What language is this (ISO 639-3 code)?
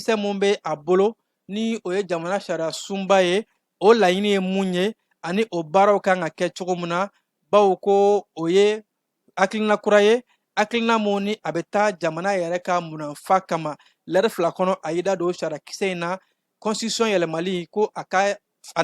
bam